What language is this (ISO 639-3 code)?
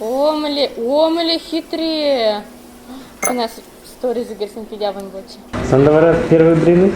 chv